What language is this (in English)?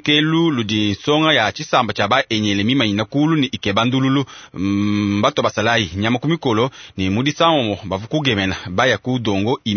Luba-Lulua